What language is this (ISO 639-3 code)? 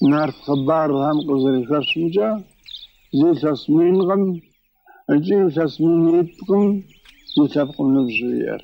kbd